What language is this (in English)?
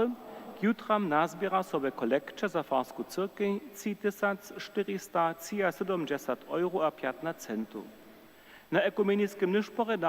Upper Sorbian